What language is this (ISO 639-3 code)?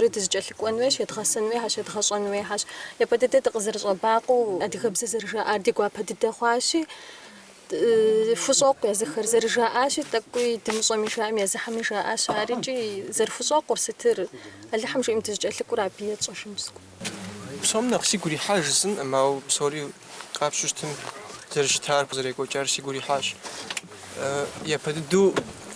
kbd